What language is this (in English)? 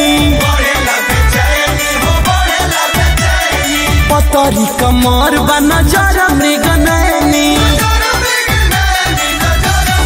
Bhojpuri